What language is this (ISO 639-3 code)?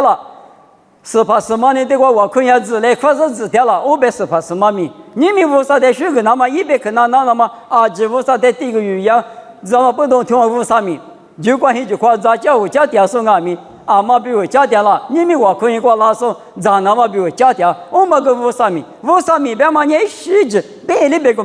lis